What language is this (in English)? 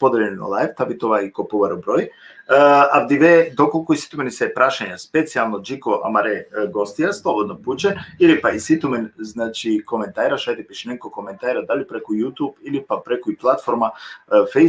Balkan Romani